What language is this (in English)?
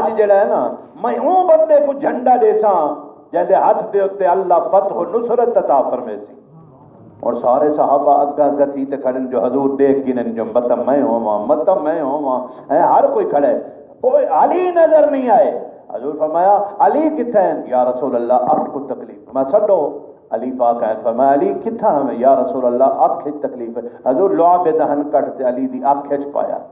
Saraiki